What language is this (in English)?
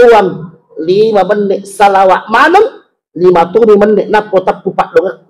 Buginese